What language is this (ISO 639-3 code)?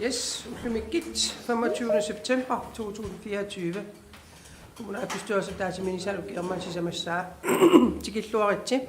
kal